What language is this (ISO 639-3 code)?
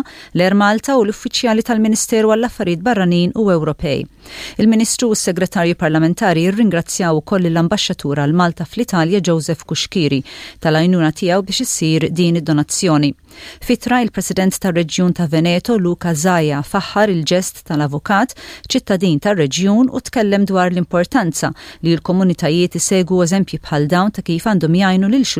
mlt